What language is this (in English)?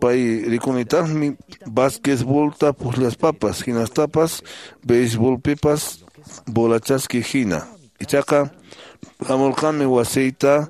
Quechua